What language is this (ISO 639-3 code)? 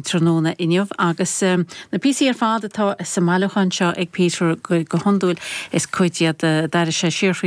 gle